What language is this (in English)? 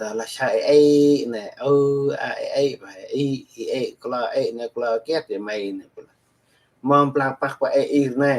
Central Mnong